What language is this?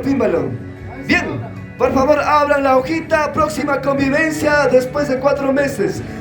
Chimborazo Highland Quichua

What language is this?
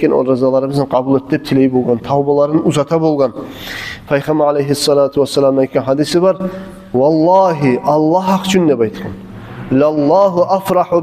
Kumyk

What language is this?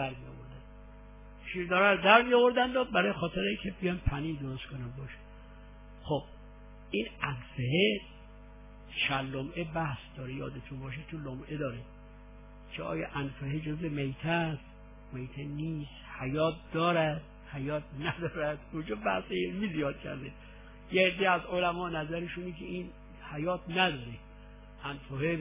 Persian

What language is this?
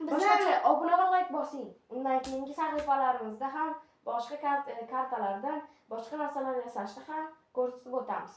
Uzbek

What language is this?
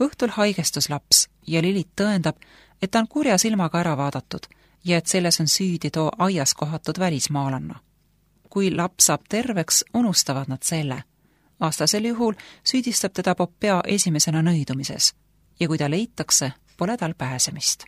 Estonian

